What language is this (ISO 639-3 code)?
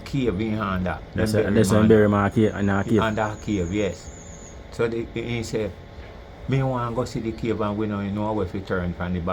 jam